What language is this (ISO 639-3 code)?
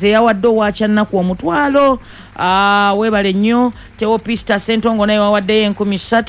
lug